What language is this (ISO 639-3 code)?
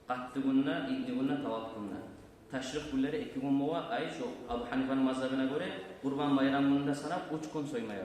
kum